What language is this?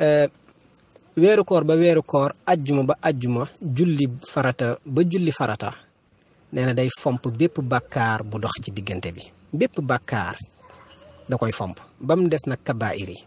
Wolof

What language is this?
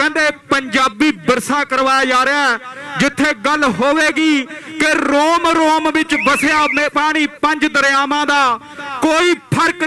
Punjabi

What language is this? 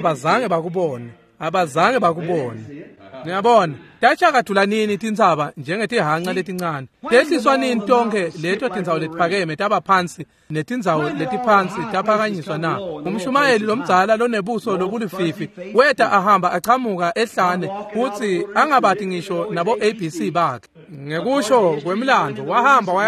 Swati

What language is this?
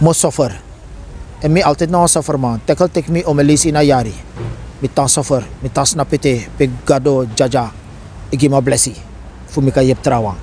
Sranan Tongo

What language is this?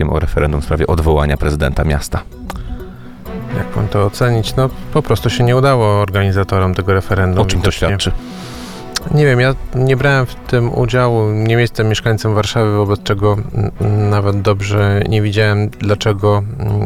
Polish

